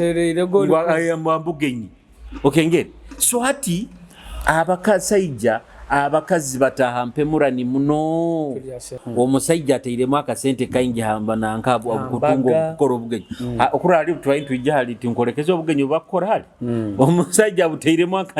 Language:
Nyoro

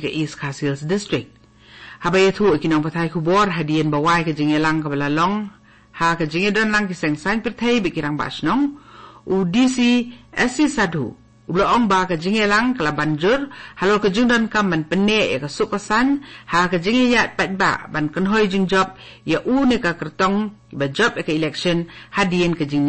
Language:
Khasi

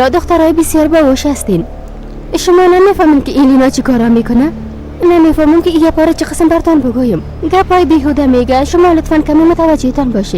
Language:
Persian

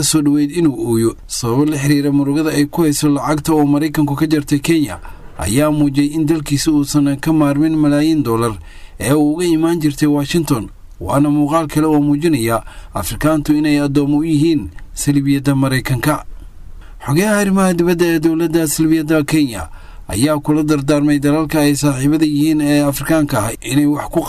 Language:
Somali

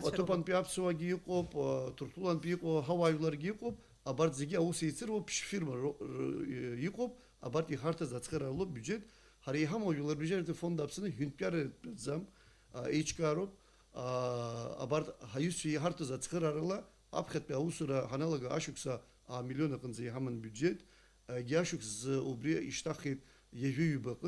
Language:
Abkhazian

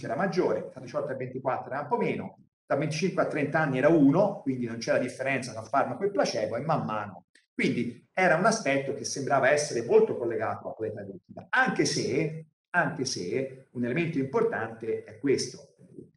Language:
Italian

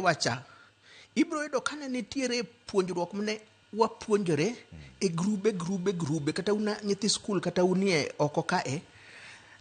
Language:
Luo (Kenya and Tanzania)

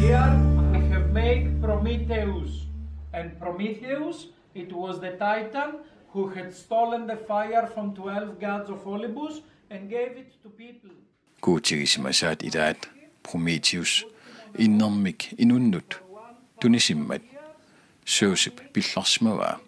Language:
Kalaallisut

